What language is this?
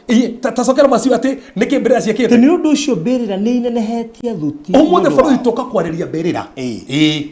Kikuyu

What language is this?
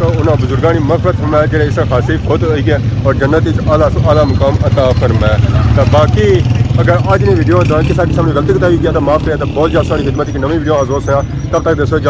Pahari-Potwari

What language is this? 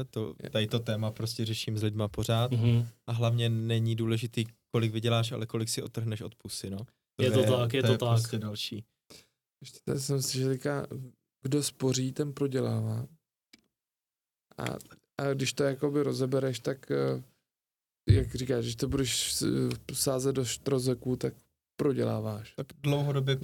Czech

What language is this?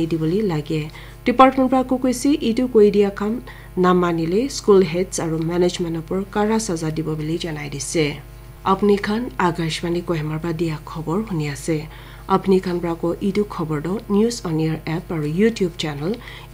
Naga Pidgin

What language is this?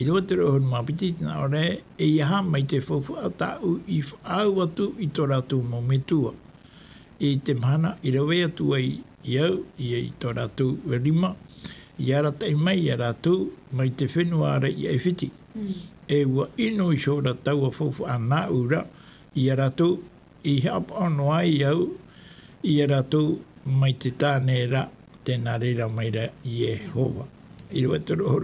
Tahitian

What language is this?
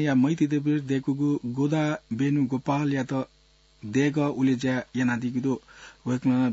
Newari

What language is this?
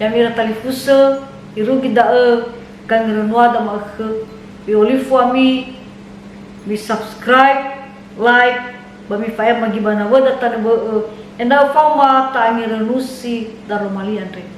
Nias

